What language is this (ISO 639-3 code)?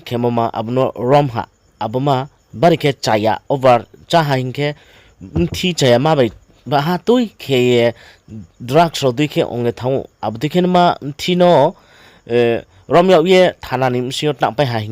ria